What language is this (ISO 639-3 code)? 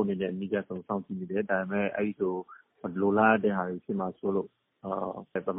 mya